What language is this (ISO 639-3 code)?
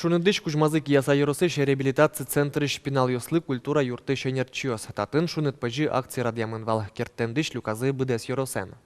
udm